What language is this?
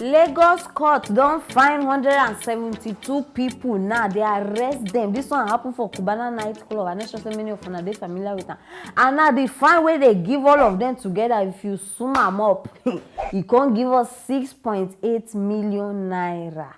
Nigerian Pidgin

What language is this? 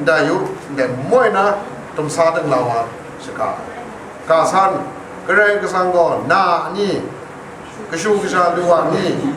Kachin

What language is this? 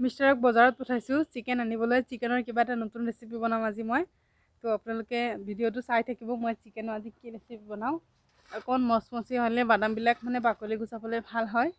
Assamese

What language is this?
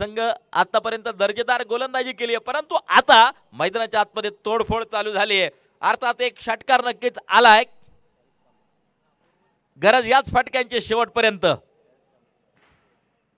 Marathi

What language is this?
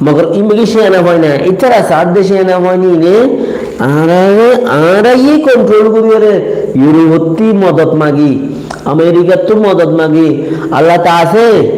Rohingya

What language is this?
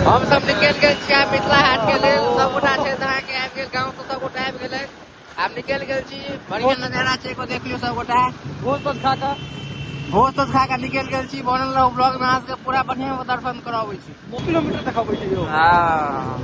Maithili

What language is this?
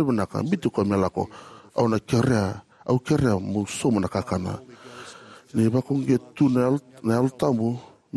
Fijian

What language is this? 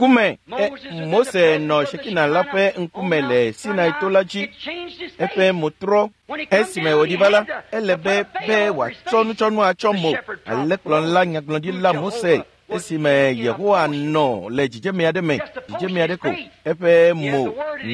Ewe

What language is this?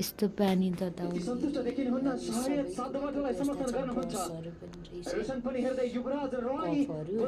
Nepali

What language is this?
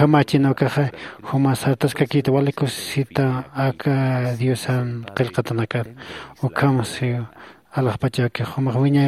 Aymara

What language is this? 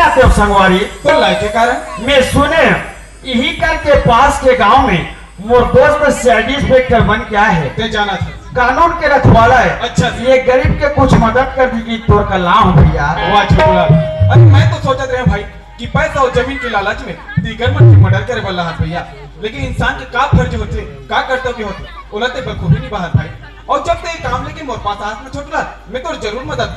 Chhattisgarhi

